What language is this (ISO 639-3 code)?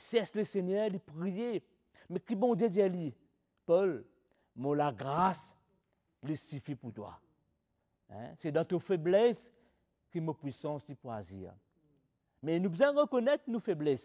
mfe